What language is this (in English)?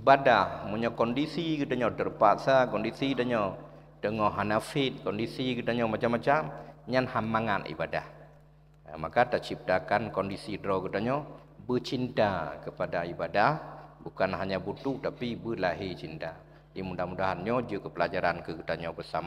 Achinese